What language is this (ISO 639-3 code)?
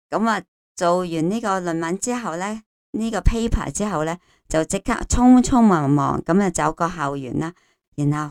yue